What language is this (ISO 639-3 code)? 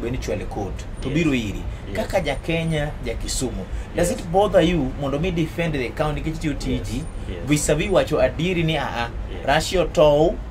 luo